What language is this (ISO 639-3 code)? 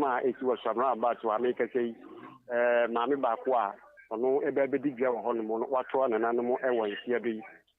aka